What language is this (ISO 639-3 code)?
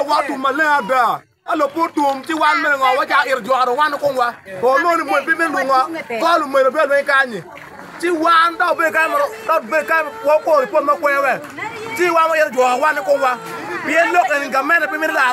ach